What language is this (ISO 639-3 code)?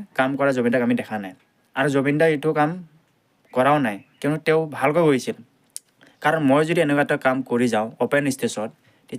asm